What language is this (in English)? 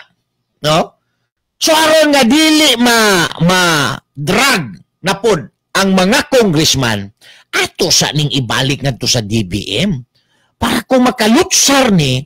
Cebuano